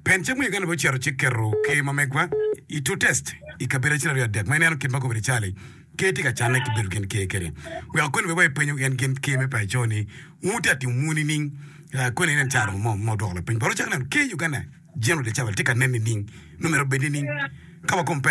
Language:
Acoli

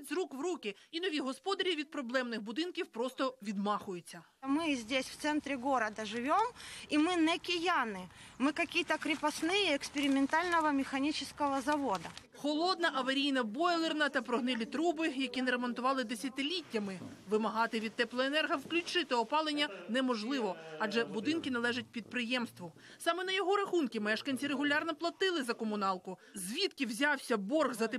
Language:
Ukrainian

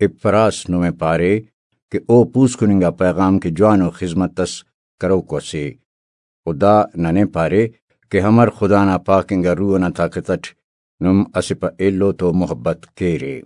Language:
Brahui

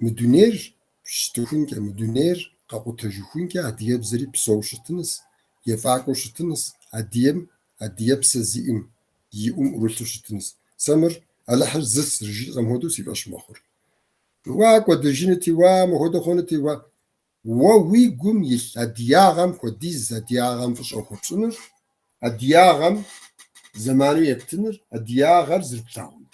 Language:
Kabardian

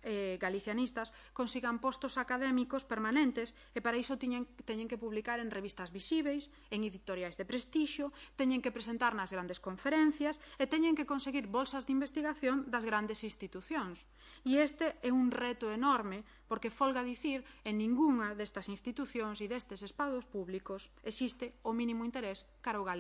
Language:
Galician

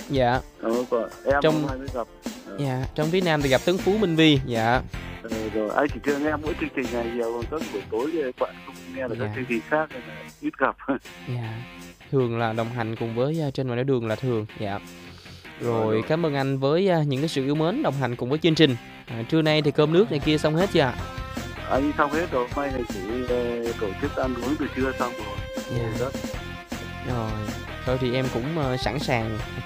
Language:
Vietnamese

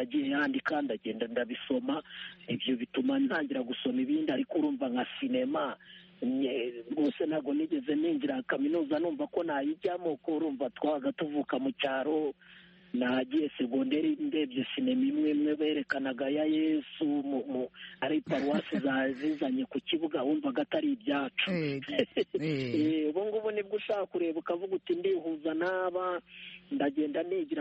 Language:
Kinyarwanda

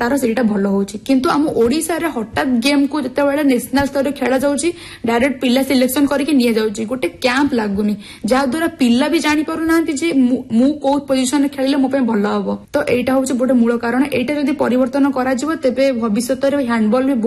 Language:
Odia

